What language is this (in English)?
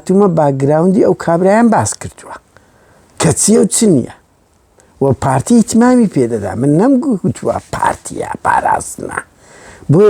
Central Kurdish